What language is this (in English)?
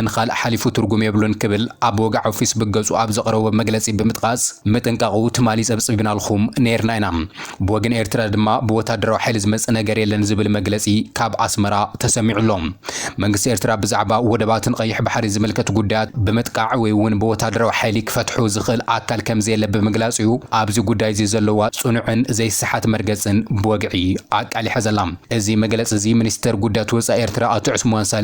Tigrinya